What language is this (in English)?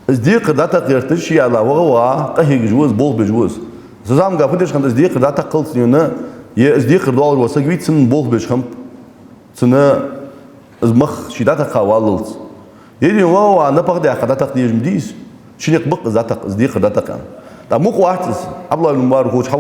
Ingush